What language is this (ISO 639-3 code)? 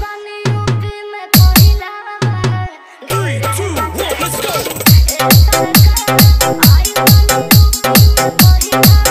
bho